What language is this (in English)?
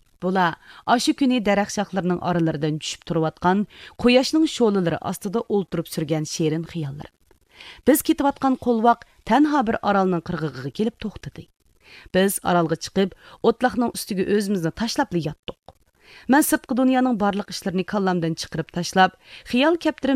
Uyghur